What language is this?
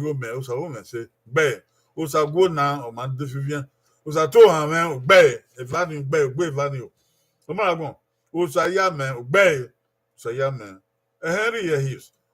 Bini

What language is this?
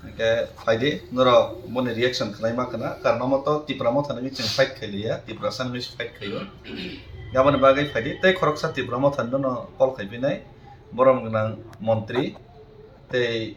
Kok Borok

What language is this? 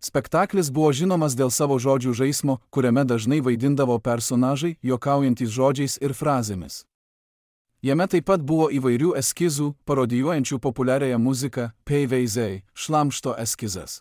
Lithuanian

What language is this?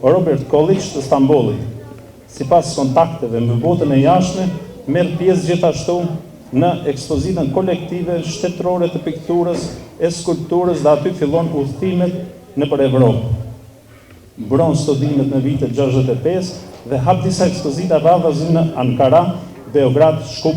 Albanian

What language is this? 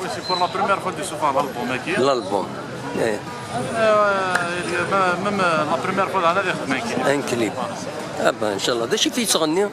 Kabyle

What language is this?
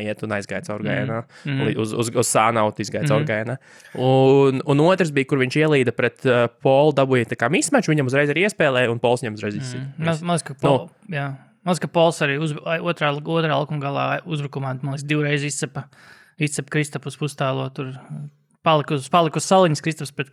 Latvian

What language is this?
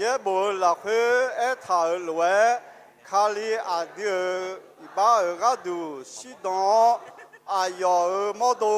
Akha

